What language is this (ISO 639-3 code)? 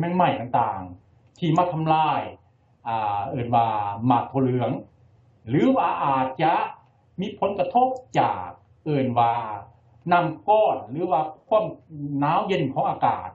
lao